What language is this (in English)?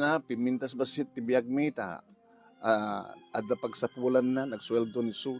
Iloko